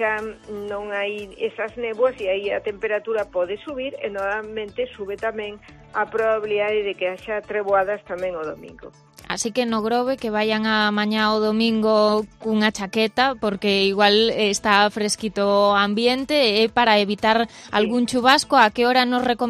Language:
Galician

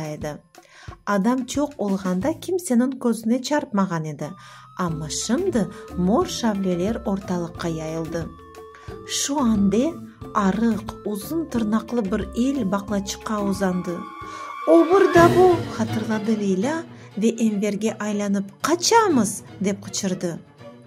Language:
Crimean Tatar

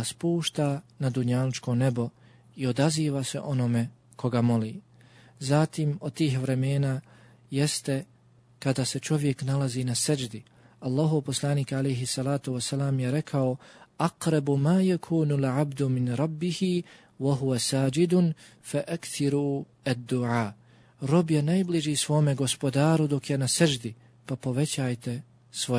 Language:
Bosnian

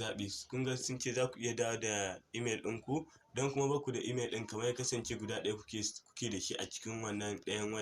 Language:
Hausa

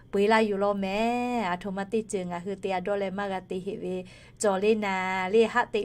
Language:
Lahu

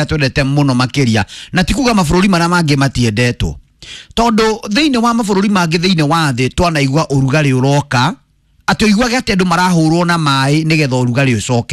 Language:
Kikuyu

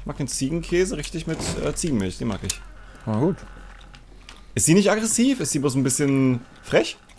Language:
German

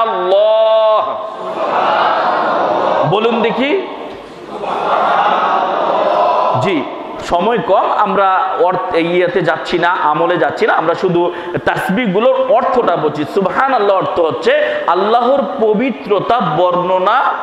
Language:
Bangla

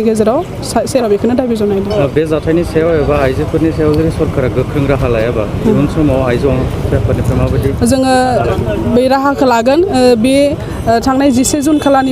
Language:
Bodo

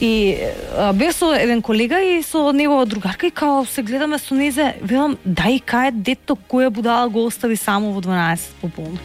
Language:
Macedonian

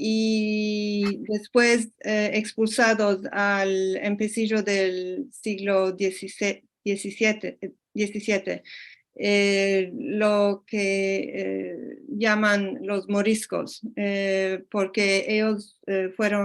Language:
Ladino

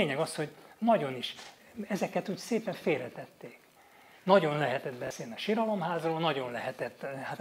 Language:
Hungarian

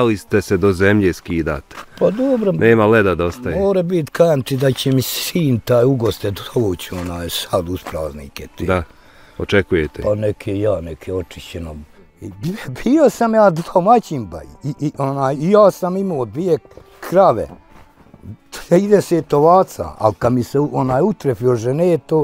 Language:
Bosnian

